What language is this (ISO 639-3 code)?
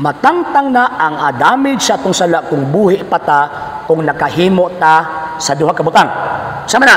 ceb